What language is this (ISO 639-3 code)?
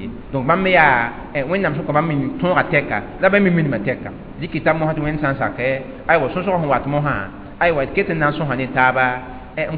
mos